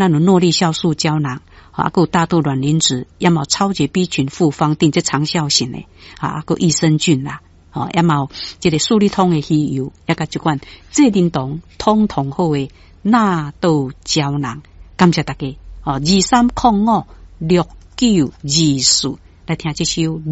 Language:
Min Nan Chinese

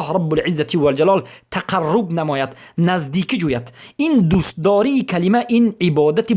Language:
Persian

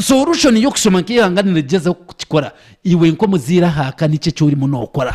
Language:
Nyankole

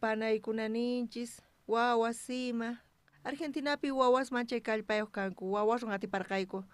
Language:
South Bolivian Quechua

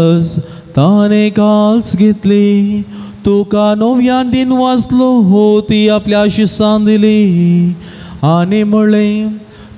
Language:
Konkani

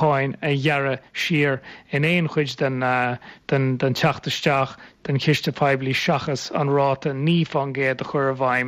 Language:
Irish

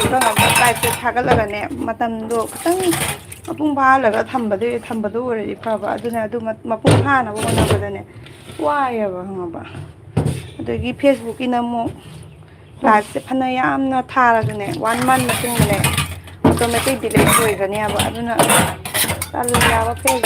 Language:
Manipuri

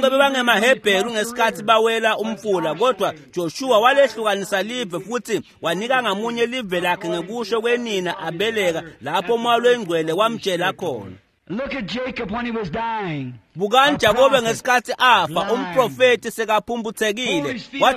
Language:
Swati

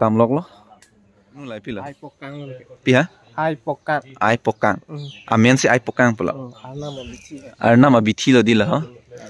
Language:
Karbi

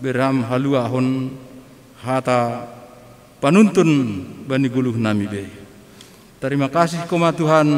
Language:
Batak Simalungun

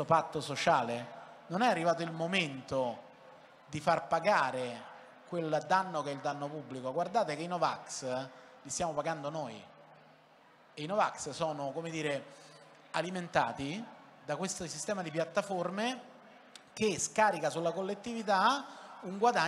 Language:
Italian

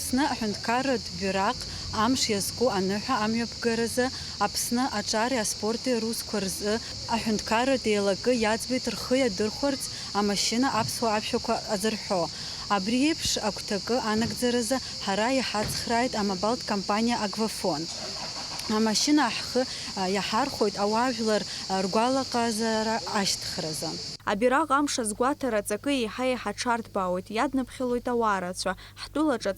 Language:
Abkhazian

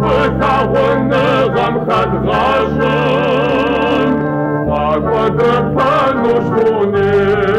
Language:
Kabardian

